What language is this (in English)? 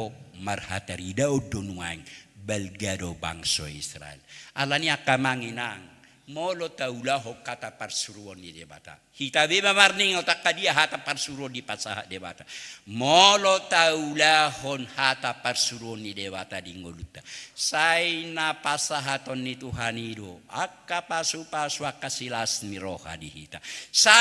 Batak Toba